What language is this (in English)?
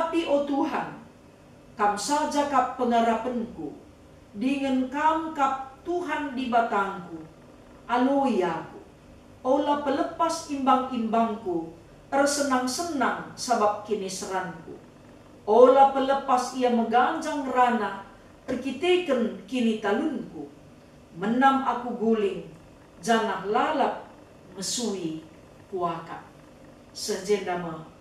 Batak Karo